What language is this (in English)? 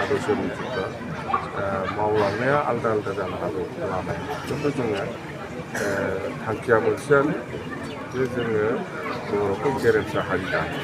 Bodo